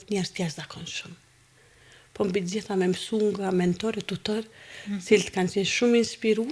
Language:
Albanian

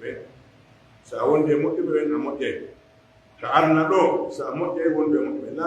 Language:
Pular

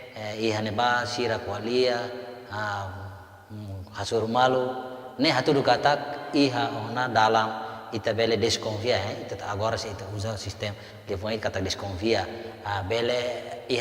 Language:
Tetum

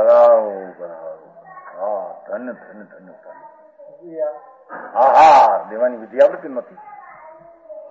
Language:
Gujarati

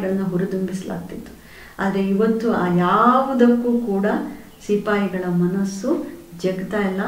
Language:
Kannada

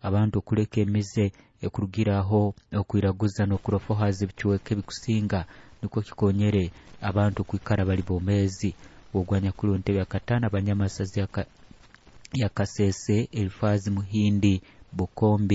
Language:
Nyoro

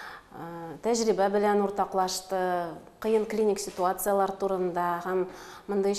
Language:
Tatar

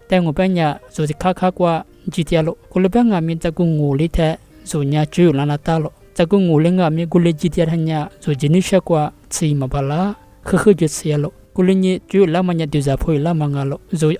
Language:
Lisu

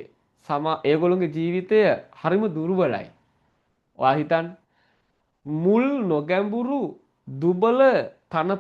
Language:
Sinhala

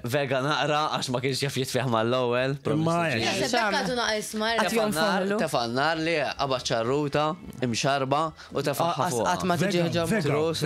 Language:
Maltese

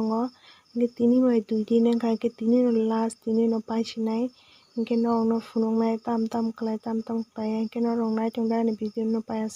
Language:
Kok Borok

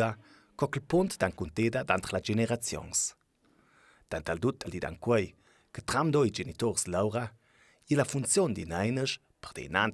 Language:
Ladin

